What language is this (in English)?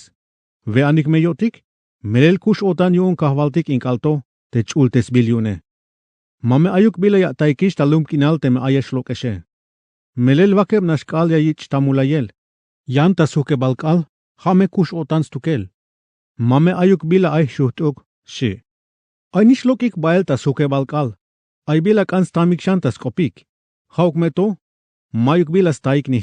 Tzeltal